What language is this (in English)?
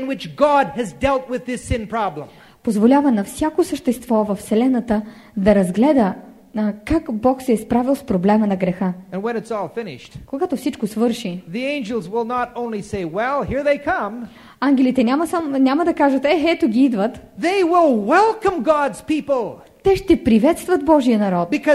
Bulgarian